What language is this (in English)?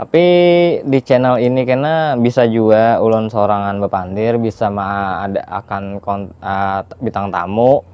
Banjar